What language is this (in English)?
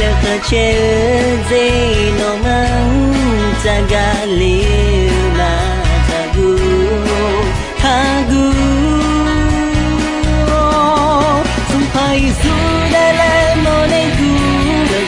Akha